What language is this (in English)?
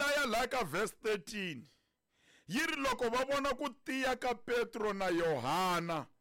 Tsonga